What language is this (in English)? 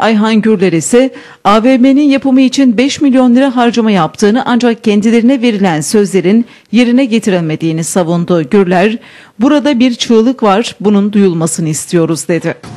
Turkish